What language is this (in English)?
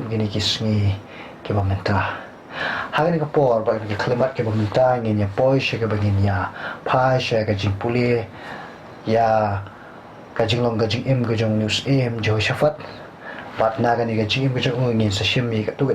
Khasi